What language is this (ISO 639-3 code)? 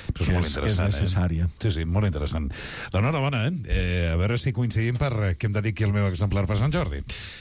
cat